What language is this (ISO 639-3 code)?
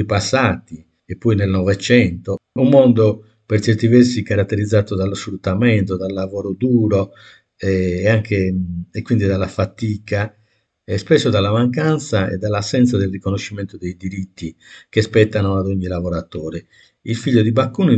ita